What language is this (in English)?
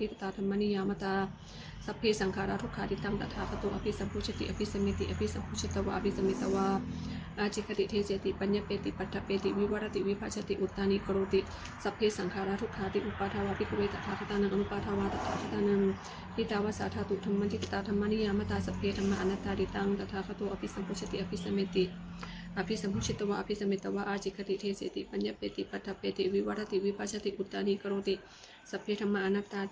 Pali